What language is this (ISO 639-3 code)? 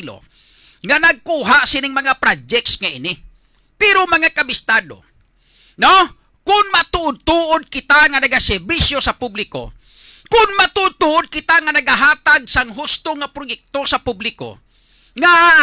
hil